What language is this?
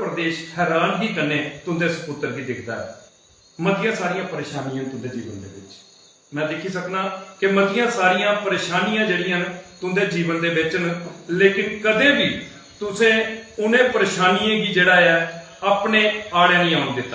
Dogri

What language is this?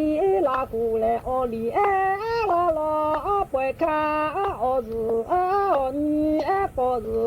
Lahu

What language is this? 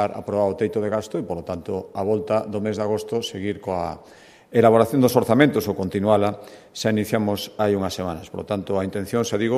Galician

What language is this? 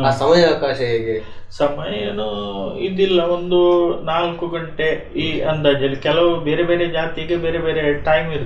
Kannada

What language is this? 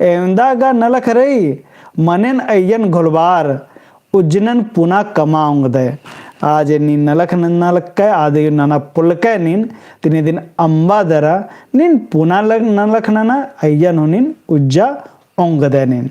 Kurukh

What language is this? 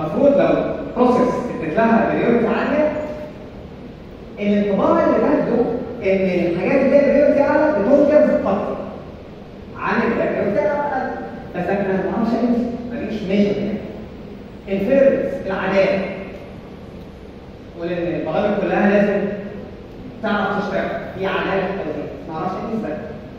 Egyptian Arabic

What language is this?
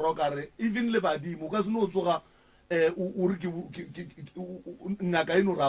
Northern Sotho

